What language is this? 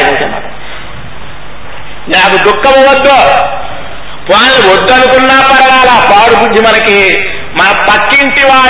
Telugu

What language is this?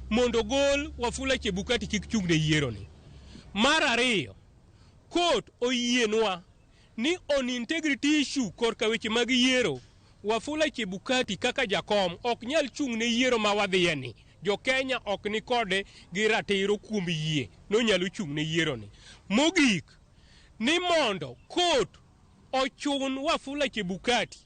Luo (Kenya and Tanzania)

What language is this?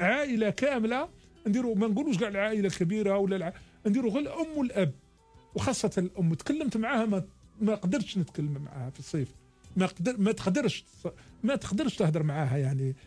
Algerian Arabic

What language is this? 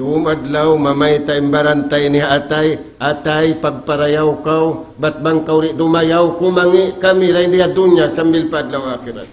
Tausug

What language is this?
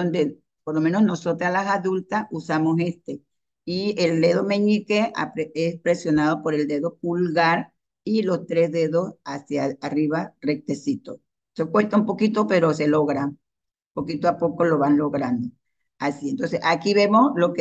Spanish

